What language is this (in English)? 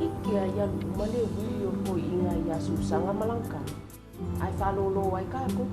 Samoan